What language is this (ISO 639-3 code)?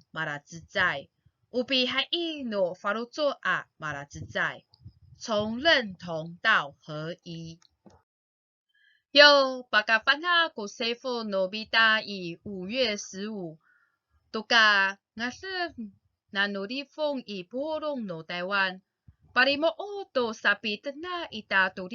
ami